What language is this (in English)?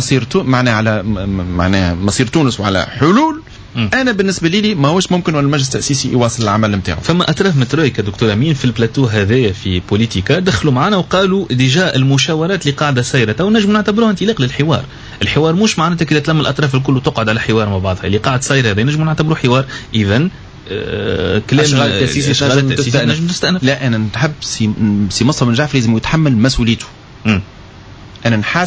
Tunisian Arabic